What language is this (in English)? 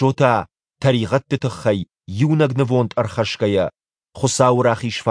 Ossetic